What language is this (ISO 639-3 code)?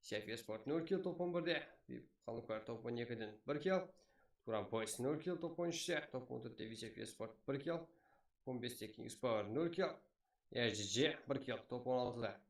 kaa